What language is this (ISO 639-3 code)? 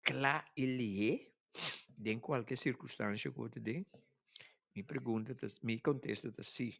pap